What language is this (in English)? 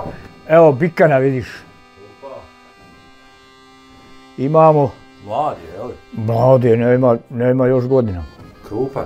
Bosnian